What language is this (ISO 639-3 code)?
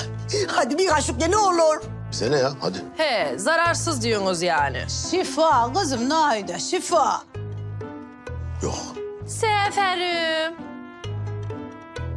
tur